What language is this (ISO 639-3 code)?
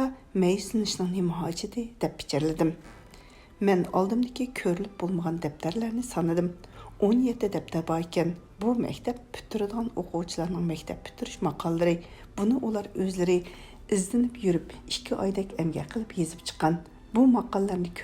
uig